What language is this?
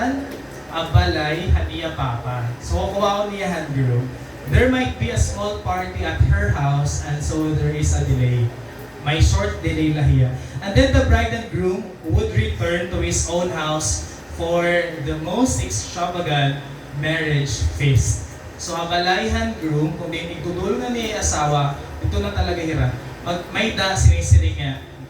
Waray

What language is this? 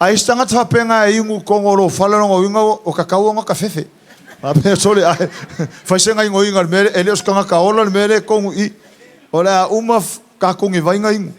Samoan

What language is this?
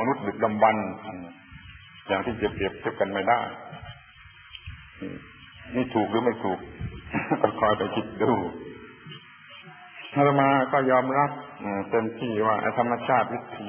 Thai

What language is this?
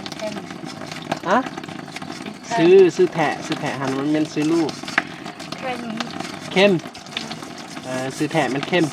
Lao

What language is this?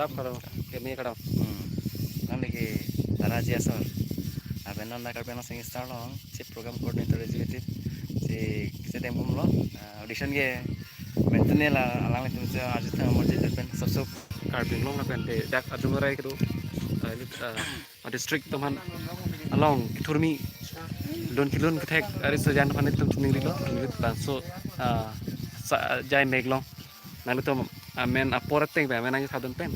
Karbi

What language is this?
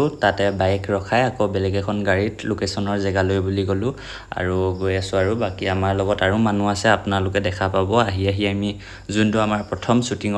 Assamese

